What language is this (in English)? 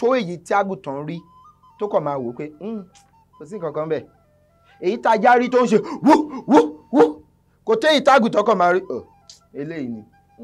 Yoruba